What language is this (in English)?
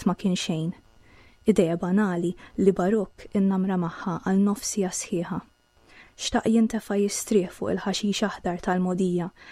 Maltese